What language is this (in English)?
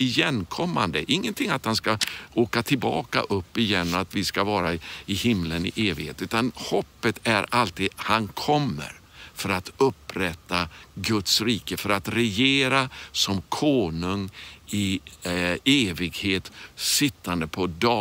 Swedish